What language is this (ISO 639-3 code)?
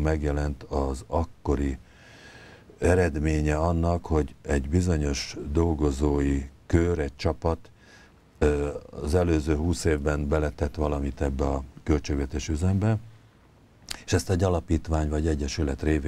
hun